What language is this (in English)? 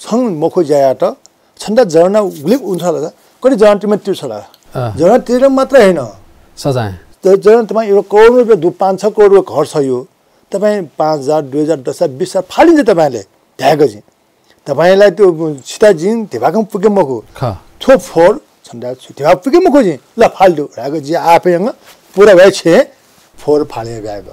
Newari